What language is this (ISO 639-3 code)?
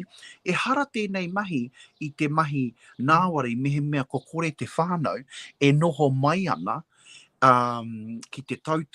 mri